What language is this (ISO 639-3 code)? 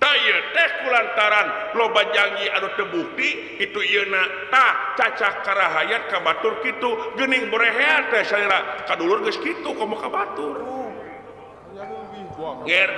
sun